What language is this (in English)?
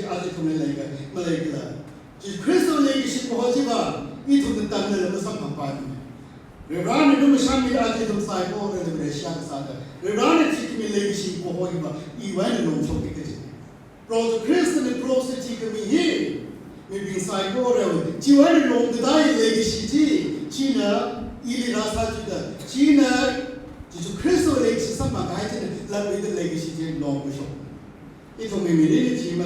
Tangkhul Naga (India)